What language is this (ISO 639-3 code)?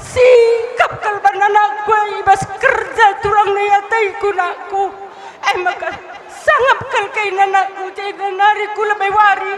btx